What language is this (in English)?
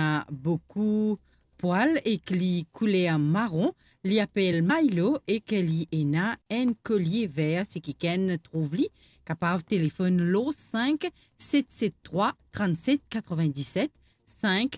Morisyen